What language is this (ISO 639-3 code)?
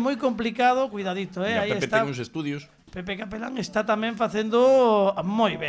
glg